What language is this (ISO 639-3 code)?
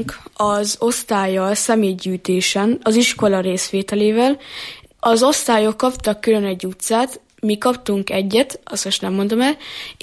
hun